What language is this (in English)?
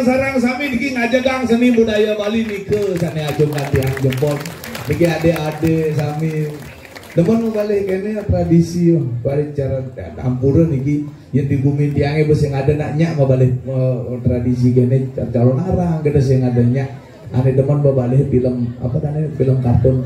Balinese